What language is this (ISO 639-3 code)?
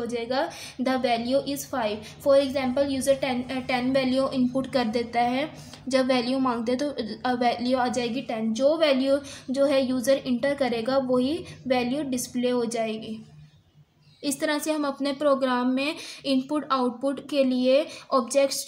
hin